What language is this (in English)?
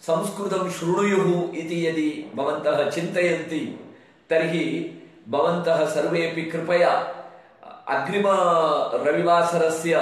Sanskrit